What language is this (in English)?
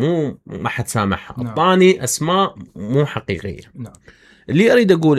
Mesopotamian Arabic